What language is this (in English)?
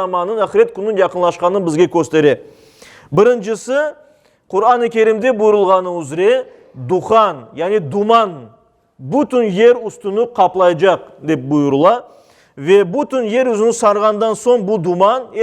Crimean Tatar